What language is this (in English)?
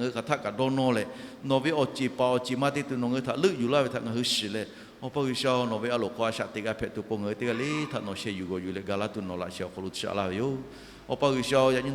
Lahu